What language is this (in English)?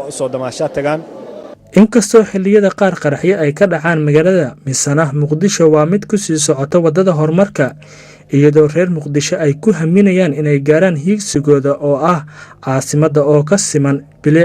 Somali